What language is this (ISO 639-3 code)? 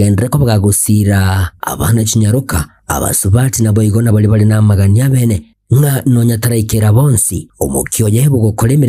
guz